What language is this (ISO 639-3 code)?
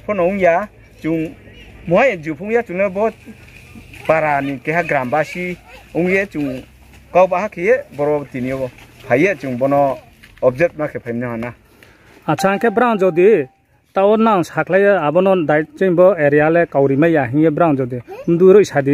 ria